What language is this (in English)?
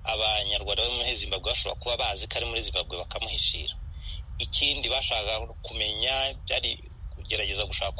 Kinyarwanda